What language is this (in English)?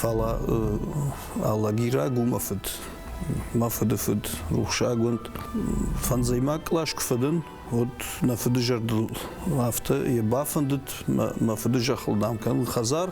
Ossetic